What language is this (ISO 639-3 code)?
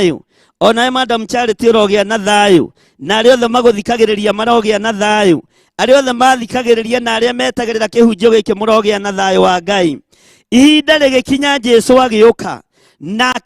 kik